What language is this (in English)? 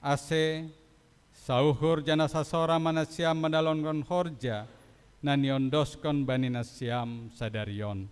Batak Simalungun